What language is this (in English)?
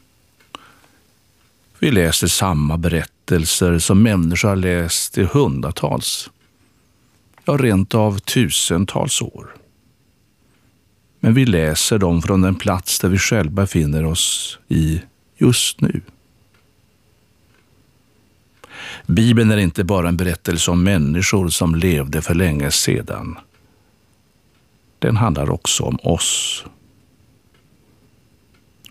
Swedish